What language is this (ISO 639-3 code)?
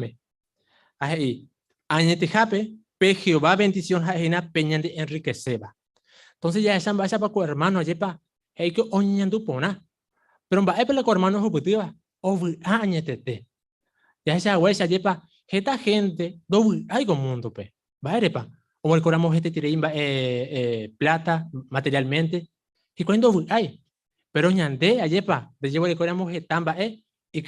grn